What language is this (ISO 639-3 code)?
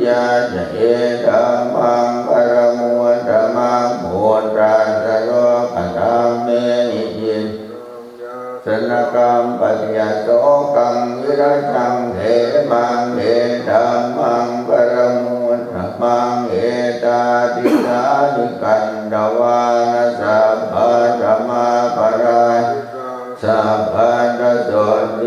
pli